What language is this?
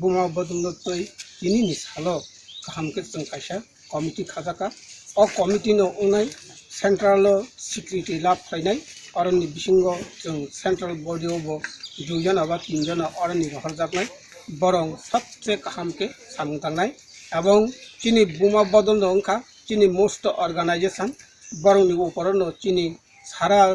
Kok Borok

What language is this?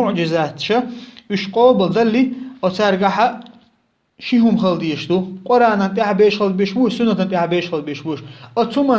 Chechen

